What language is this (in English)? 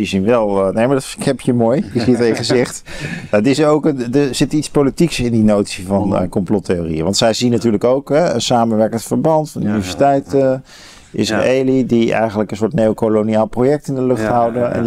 Dutch